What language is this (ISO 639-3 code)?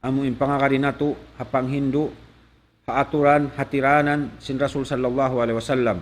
tsg